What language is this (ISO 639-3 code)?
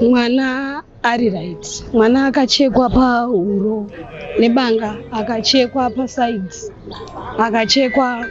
sna